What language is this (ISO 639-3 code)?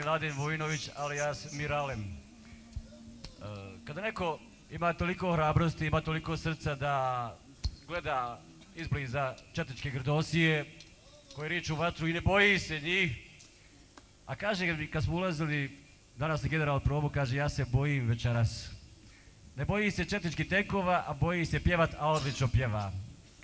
bos